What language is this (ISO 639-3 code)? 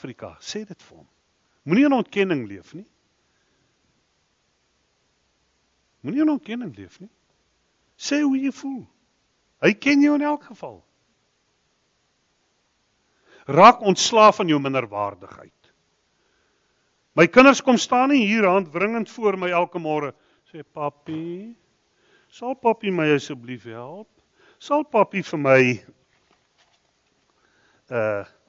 afr